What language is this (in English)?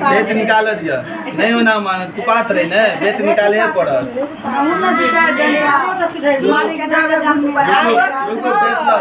Maithili